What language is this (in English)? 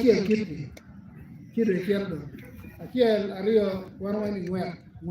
Acoli